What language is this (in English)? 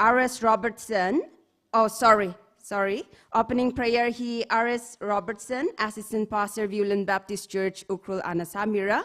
Tangkhul Naga (India)